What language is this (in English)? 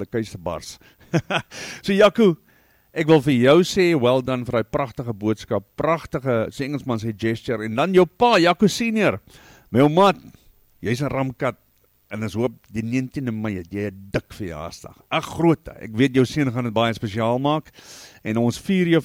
Afrikaans